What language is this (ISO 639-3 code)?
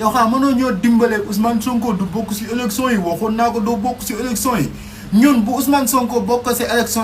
wol